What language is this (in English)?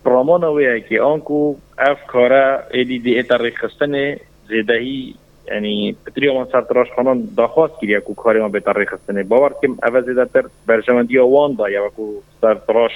Kurdish